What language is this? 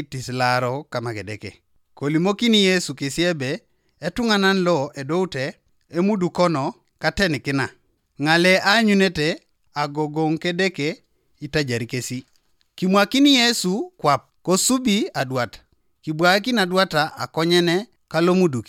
Teso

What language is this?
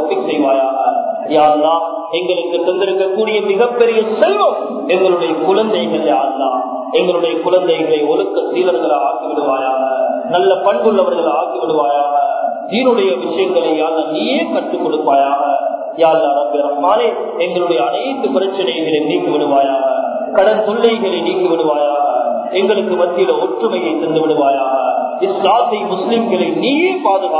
Tamil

